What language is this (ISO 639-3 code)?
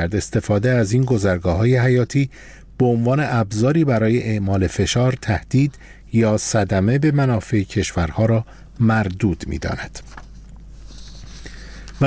fas